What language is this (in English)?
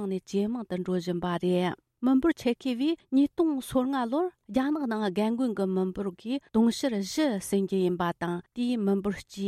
Tibetan